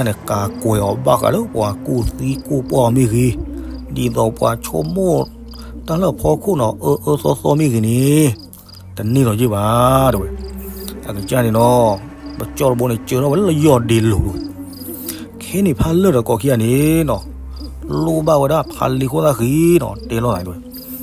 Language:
S'gaw Karen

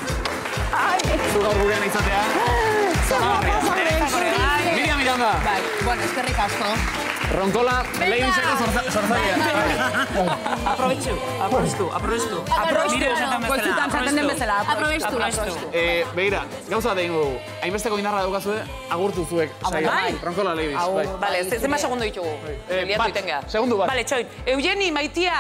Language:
Basque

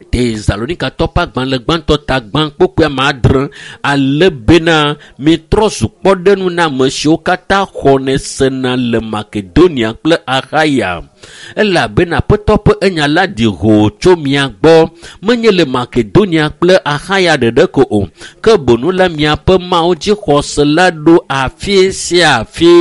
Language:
Ewe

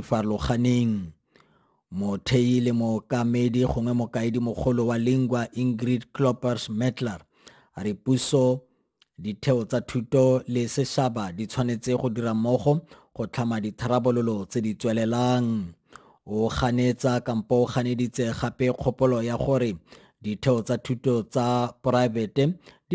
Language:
Tswana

